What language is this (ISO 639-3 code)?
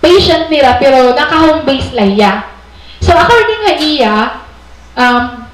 war